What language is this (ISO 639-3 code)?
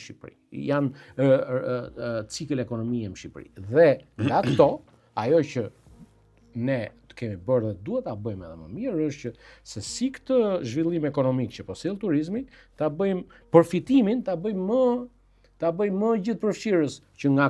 sqi